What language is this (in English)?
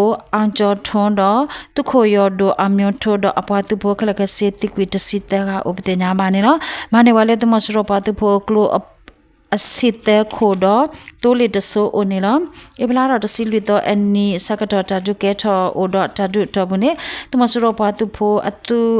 S'gaw Karen